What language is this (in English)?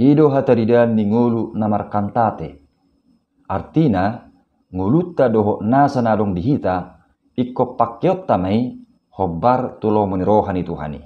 Batak Toba